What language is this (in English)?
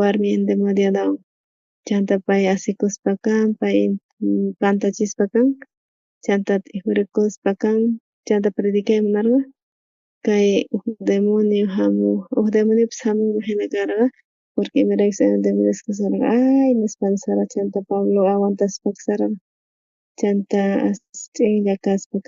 South Bolivian Quechua